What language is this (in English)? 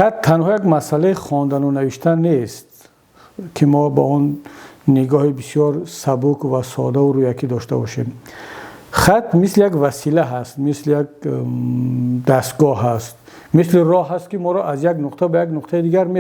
Tajik